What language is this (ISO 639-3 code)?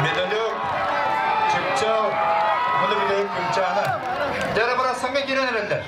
sah